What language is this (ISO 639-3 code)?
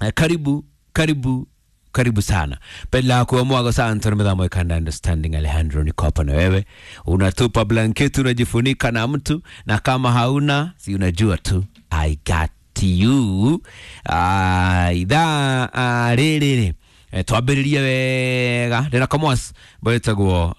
kik